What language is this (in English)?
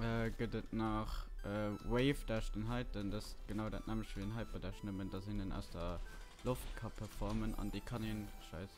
Luxembourgish